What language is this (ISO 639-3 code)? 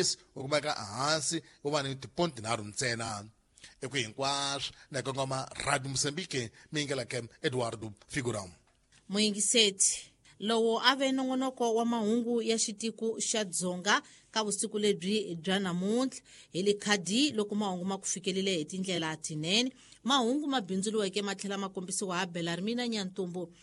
tso